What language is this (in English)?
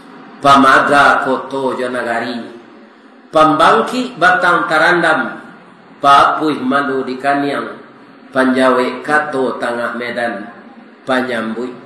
Minangkabau